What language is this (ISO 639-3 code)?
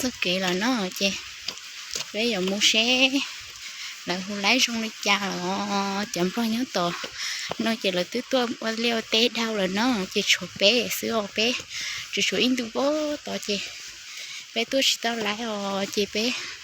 hmn